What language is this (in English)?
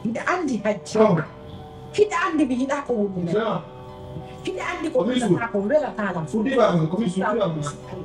Pular